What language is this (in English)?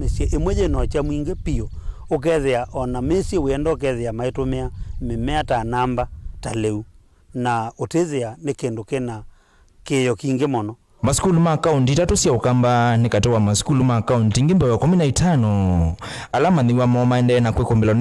Kamba